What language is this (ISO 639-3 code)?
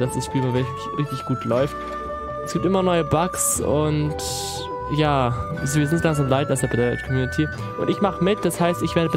deu